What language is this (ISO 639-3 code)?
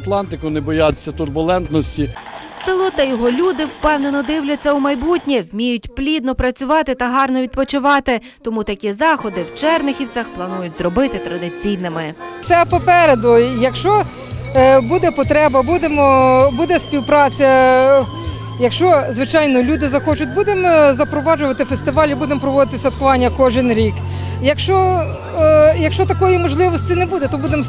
ukr